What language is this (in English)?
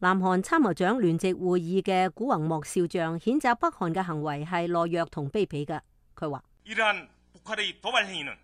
Cantonese